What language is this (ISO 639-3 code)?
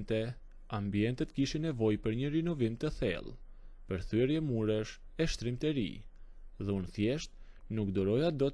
sqi